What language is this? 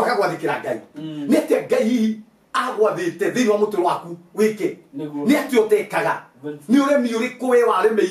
Kikuyu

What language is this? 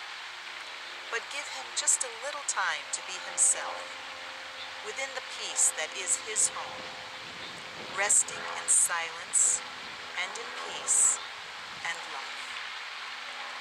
English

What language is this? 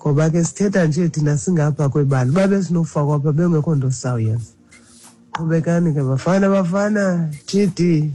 Xhosa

